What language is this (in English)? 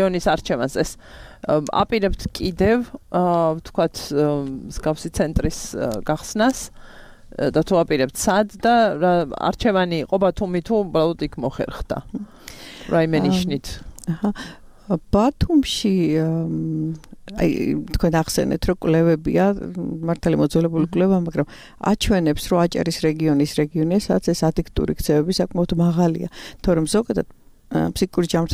Georgian